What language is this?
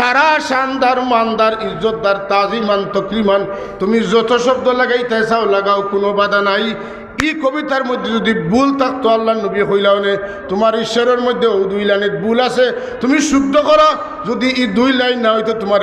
Sylheti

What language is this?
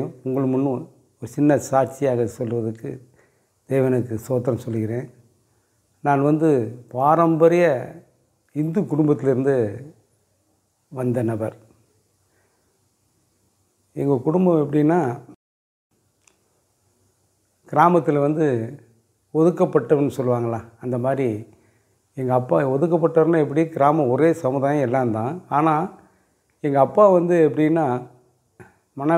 Tamil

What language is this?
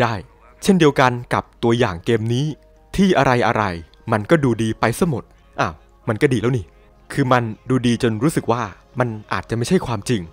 Thai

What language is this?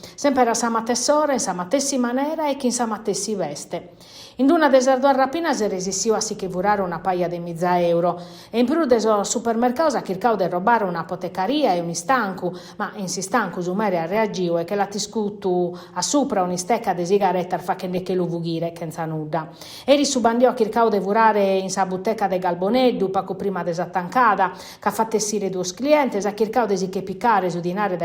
Sardinian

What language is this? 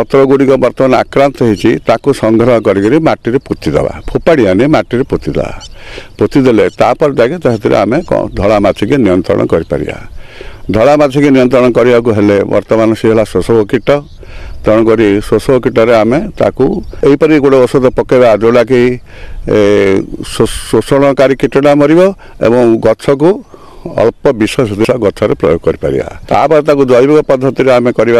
Odia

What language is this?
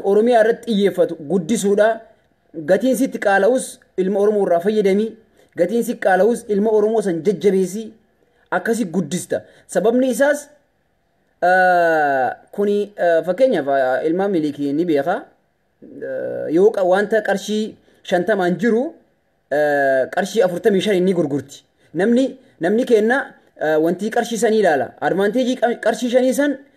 Oromo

